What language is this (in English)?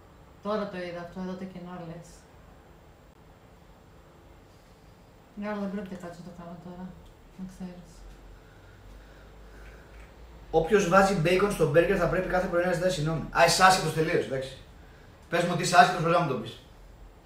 Greek